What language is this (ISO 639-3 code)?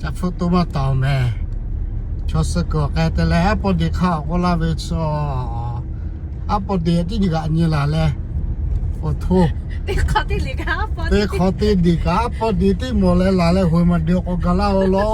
lhu